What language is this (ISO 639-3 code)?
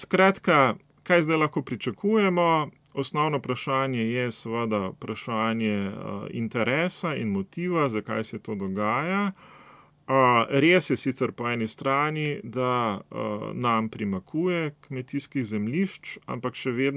slv